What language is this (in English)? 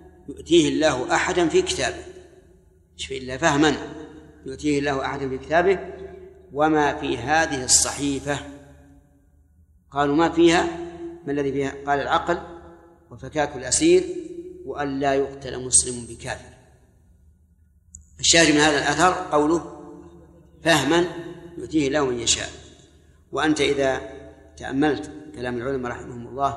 Arabic